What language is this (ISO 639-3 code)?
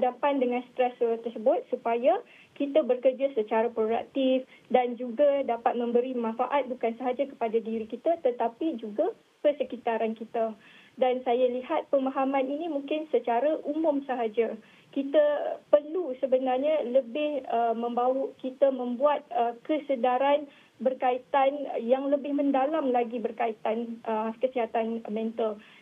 msa